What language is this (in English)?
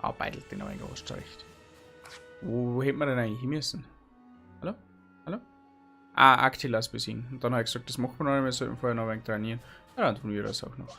Bavarian